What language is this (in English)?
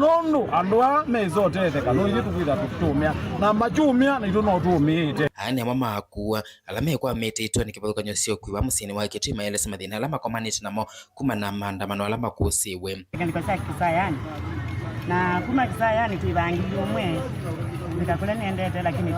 Kamba